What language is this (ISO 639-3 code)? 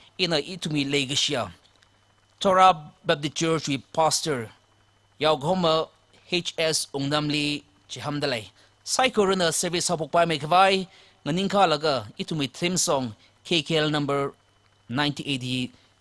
nmf